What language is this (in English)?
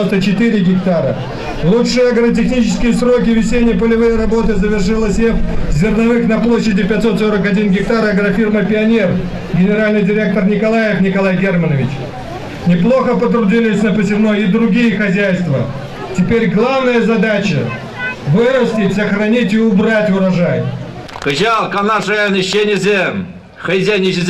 Chuvash